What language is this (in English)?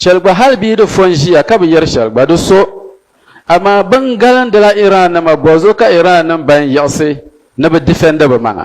Dagbani